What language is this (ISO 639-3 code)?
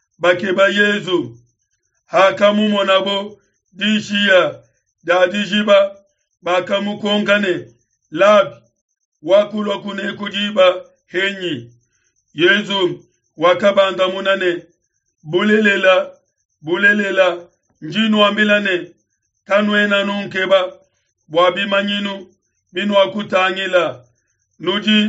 lua